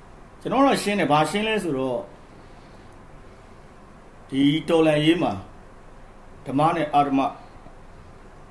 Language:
Burmese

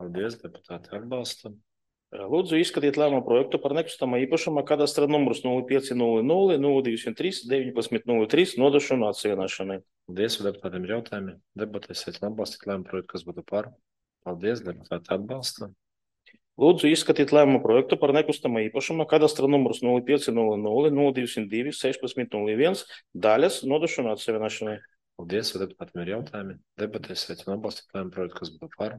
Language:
Latvian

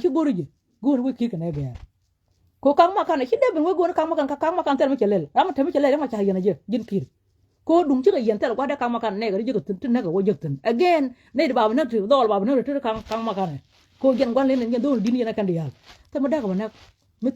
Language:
Nuer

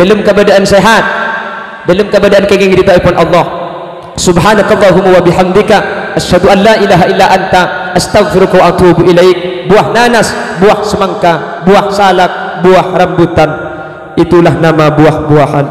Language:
Madurese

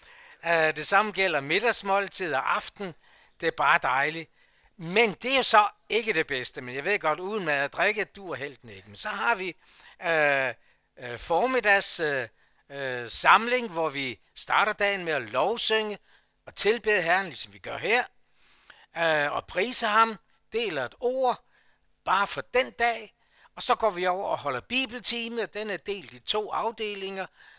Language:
Danish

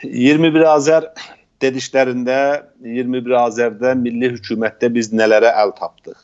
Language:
South Azerbaijani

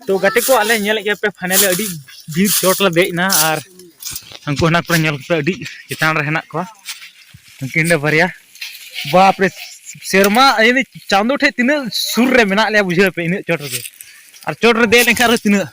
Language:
Santali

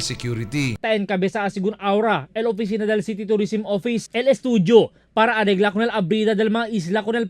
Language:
Chavacano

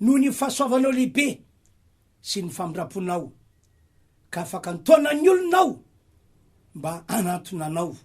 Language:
Malagasy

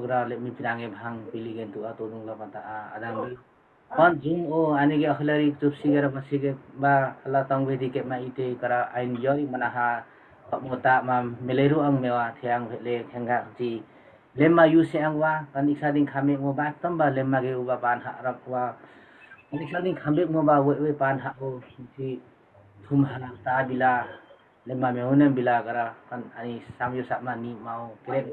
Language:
Limbu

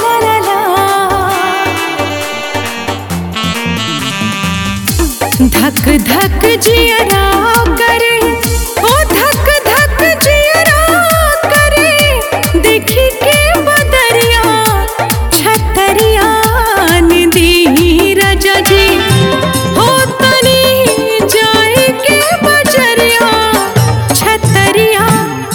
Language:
Bhojpuri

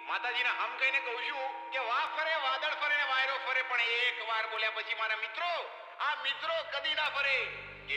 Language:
Gujarati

